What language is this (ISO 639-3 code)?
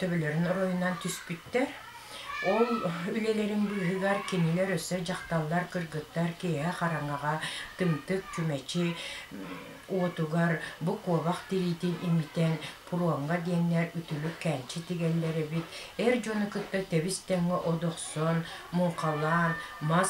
sah